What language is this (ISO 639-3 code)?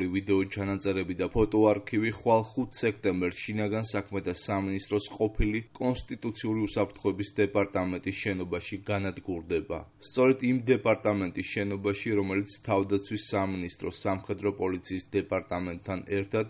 kat